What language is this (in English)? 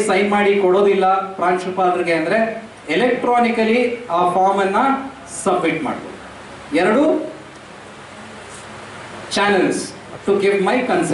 Kannada